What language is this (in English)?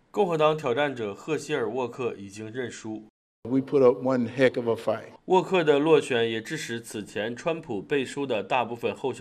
Chinese